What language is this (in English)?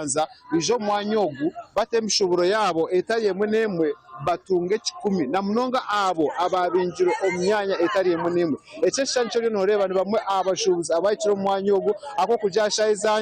Nyankole